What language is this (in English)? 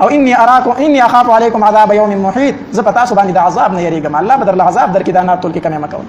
Pashto